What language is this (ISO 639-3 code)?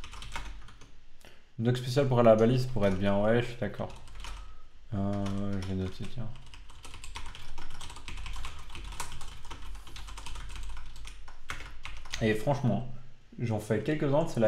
fra